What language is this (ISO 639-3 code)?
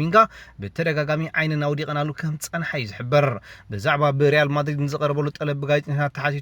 tir